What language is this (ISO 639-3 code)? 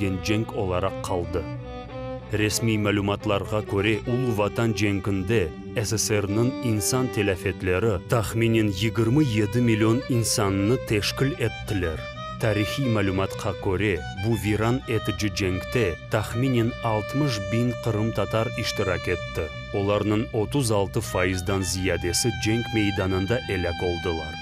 crh